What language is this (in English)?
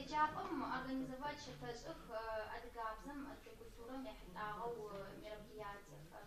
Adyghe